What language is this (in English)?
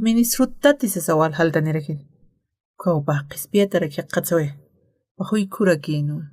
Aymara